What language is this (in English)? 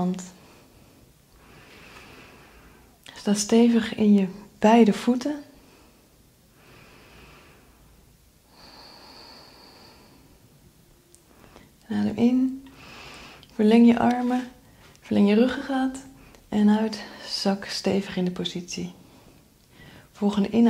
Dutch